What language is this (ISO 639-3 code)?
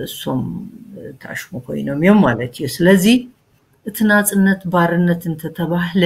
tir